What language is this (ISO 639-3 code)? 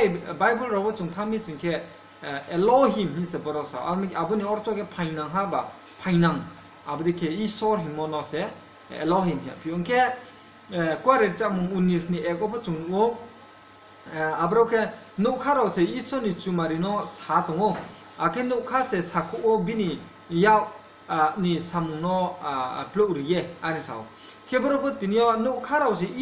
ria